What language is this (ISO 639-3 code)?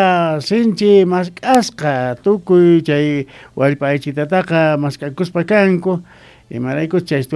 que